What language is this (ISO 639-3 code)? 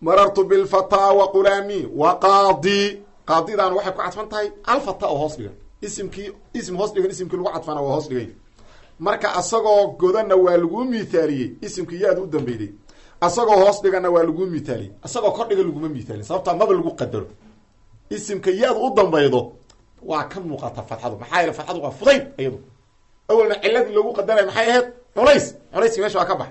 som